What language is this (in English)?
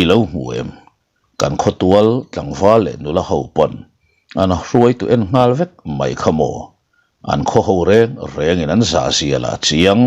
Mizo